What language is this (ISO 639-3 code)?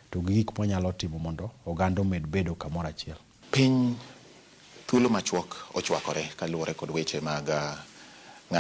luo